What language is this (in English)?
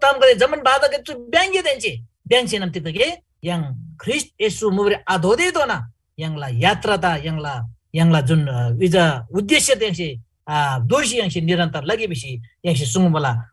Eastern Tamang